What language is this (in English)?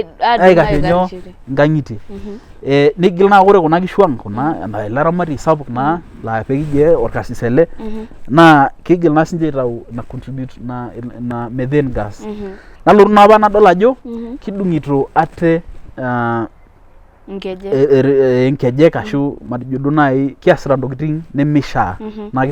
Masai